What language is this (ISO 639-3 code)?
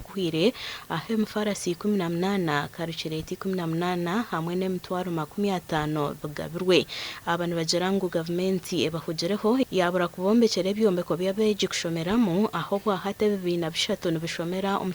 nyn